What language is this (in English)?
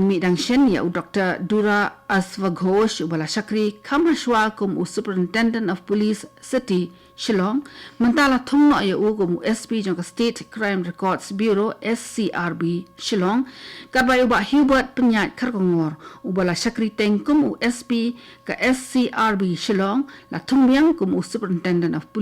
Khasi